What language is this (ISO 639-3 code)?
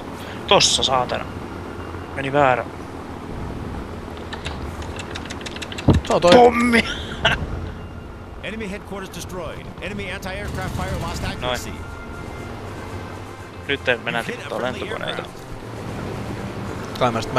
fin